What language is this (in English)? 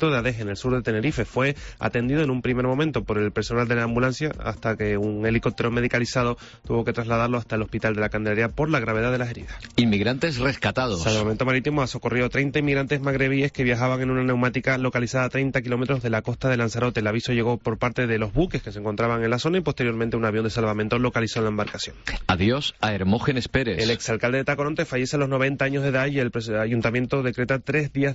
Spanish